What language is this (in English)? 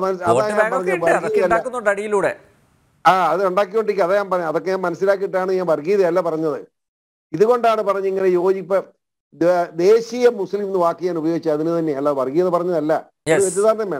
Malayalam